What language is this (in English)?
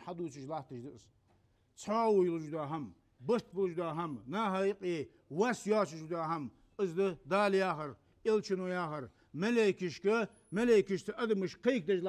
Ingush